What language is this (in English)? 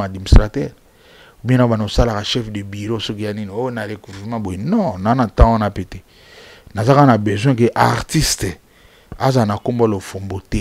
Lingala